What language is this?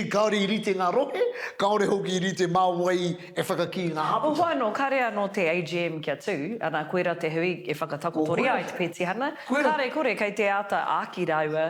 Māori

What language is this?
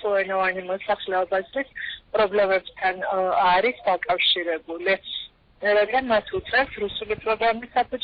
Georgian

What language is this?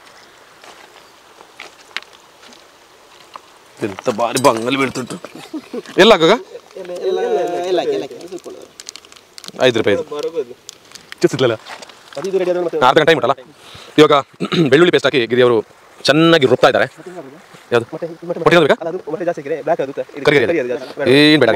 Kannada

